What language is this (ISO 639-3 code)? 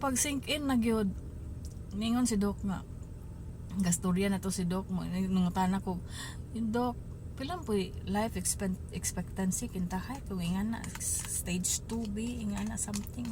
ceb